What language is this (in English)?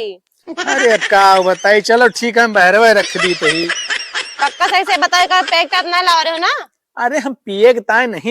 Awadhi